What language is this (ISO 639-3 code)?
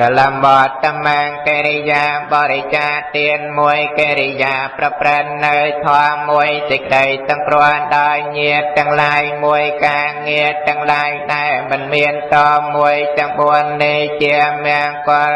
khm